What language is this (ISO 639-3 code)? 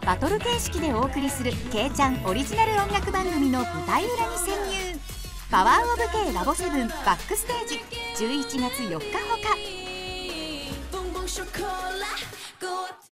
jpn